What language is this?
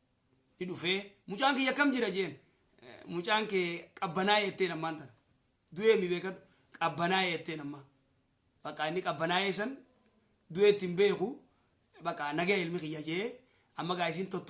Oromo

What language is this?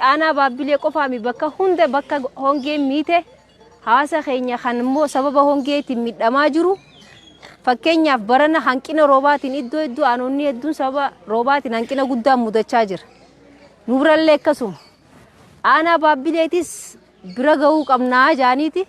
Oromo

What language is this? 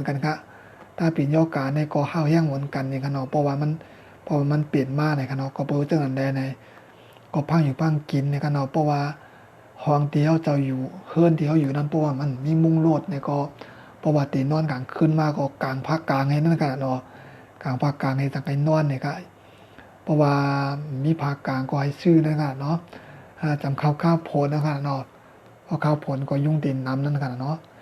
Shan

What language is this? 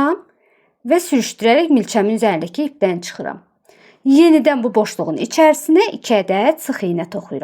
Azerbaijani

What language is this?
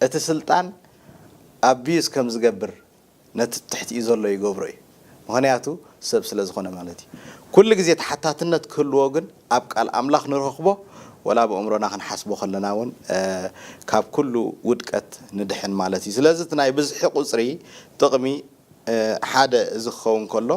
Tigrinya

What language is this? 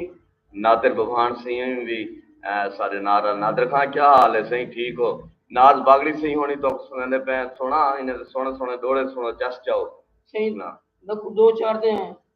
Saraiki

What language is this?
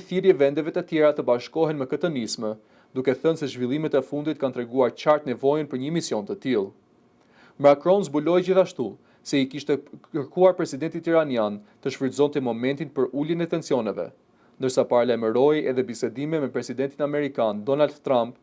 Albanian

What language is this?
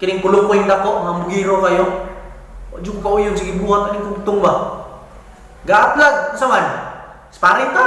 Cebuano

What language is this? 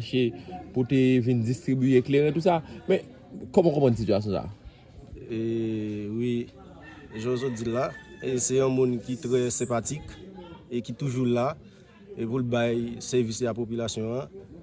Haitian Creole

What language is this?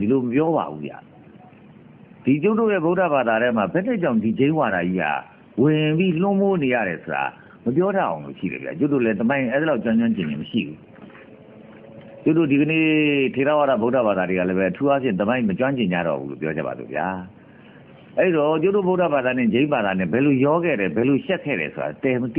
Burmese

